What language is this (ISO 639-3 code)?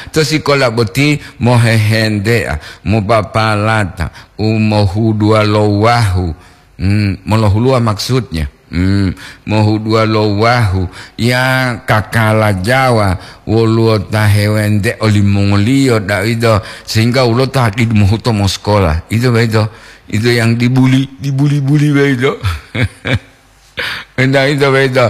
gor